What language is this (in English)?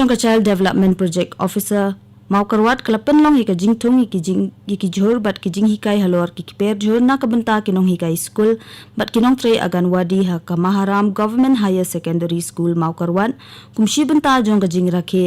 Khasi